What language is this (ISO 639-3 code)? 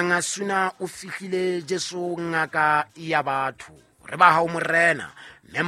sot